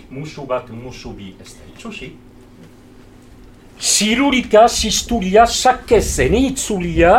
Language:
Basque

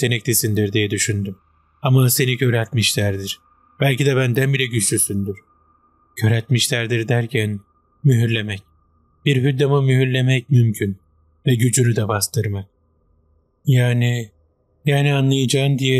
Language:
Turkish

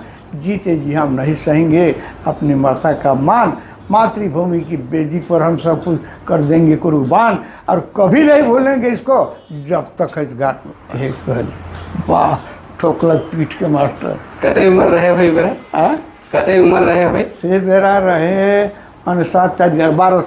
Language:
Sadri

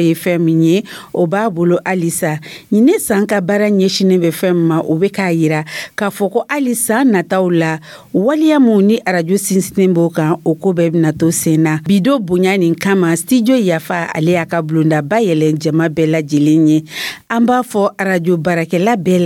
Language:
Dyula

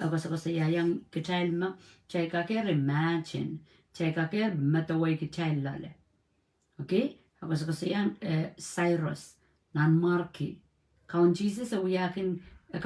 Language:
Pohnpeian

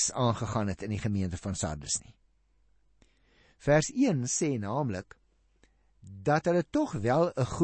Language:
Afrikaans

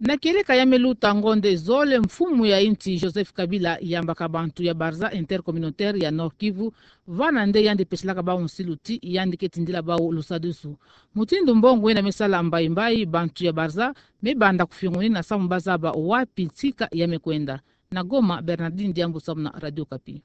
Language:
Kituba (Democratic Republic of Congo)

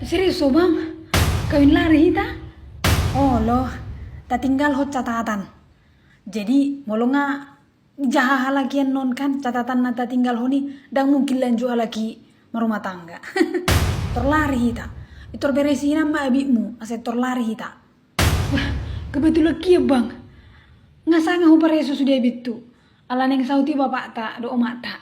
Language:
Batak Toba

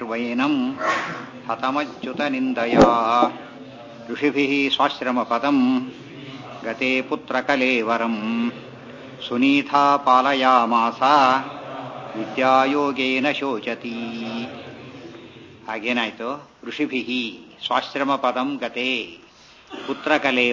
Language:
Kannada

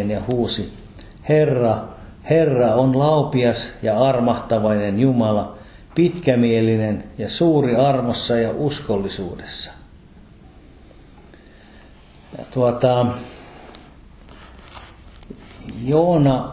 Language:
Finnish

